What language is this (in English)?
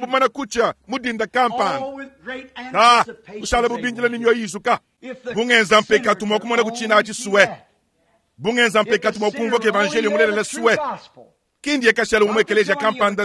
Luba-Lulua